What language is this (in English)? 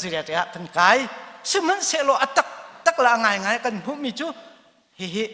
Hakha Chin